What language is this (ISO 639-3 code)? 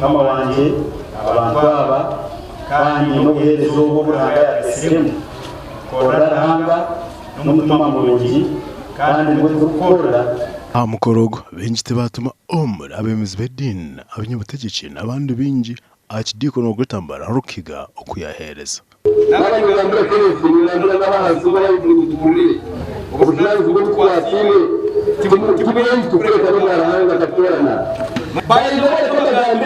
nyn